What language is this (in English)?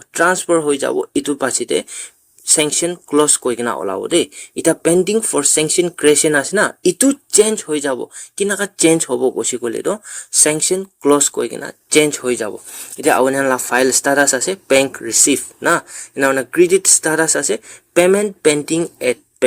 Naga Pidgin